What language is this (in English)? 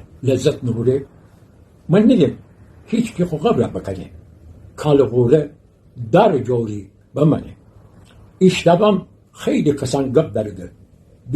Gilaki